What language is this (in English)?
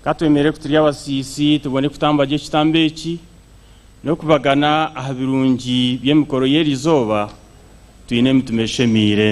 Nyankole